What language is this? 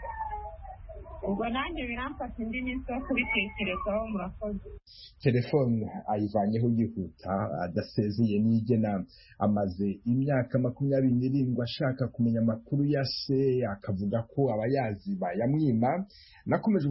Kinyarwanda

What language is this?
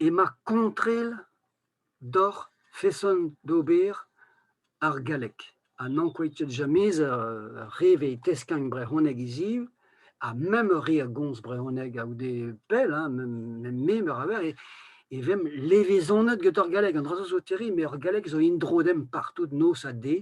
Breton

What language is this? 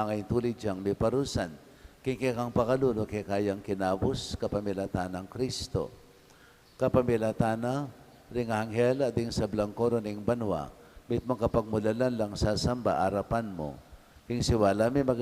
Pampanga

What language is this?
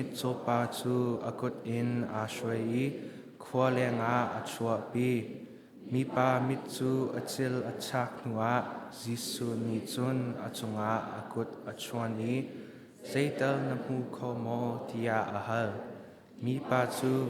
Hakha Chin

